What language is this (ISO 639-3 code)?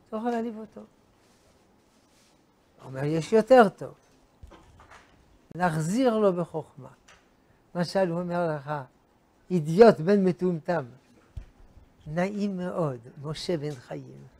heb